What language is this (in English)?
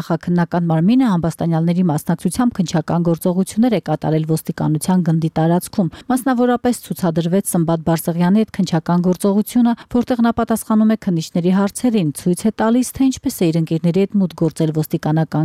Armenian